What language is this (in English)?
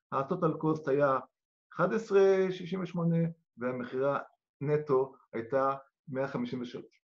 Hebrew